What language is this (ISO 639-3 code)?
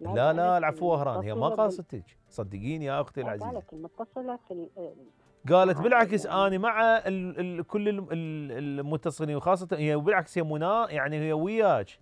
acm